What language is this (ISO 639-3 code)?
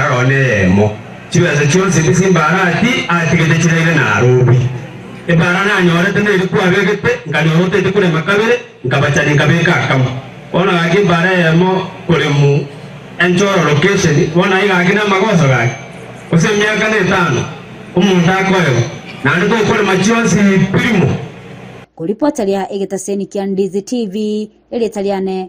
guz